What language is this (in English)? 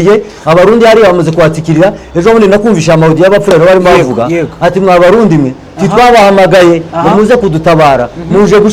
Kinyarwanda